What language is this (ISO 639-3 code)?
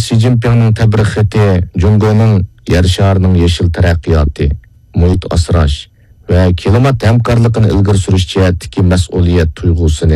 uig